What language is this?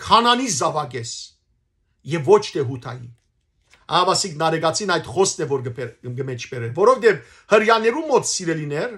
Western Armenian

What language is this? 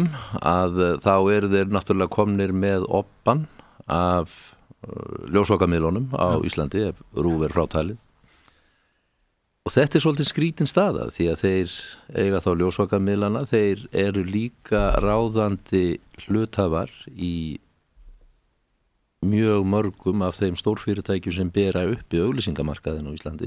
Icelandic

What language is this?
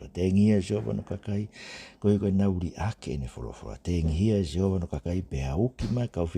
Tongan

